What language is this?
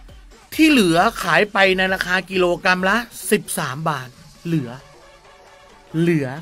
Thai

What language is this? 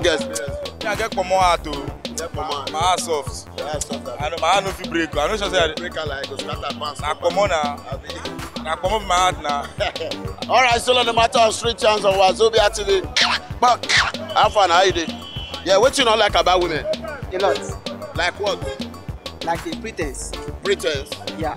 Nigerian Pidgin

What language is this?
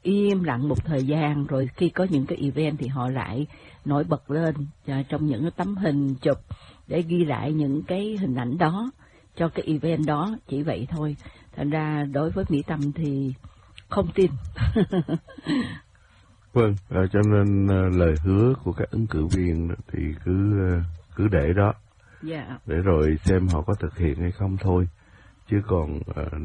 Vietnamese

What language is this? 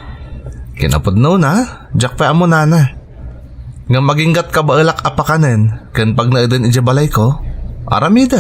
Iloko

